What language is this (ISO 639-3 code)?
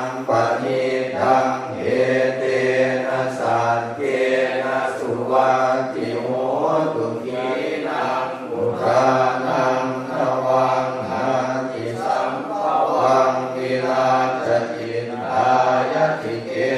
pli